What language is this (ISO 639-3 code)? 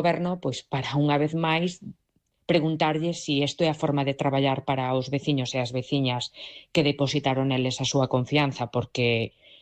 glg